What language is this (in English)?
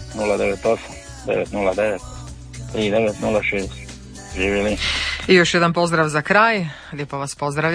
Croatian